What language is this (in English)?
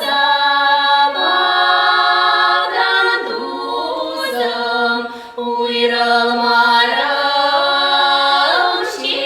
Chuvash